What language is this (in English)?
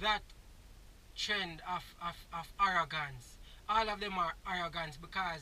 Jamaican Creole English